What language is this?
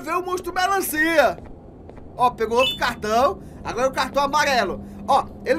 Portuguese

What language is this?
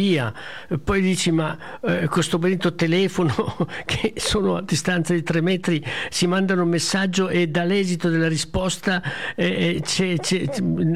Italian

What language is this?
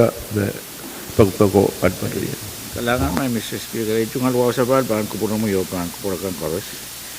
Pohnpeian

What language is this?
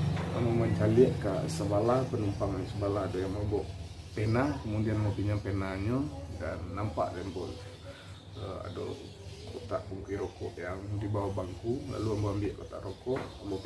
Minangkabau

